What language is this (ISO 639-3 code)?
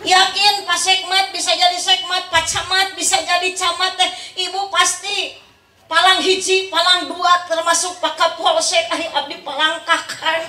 sun